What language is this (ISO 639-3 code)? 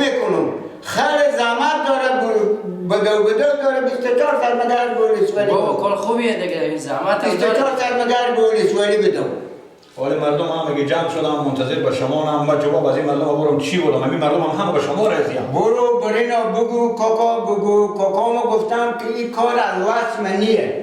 fas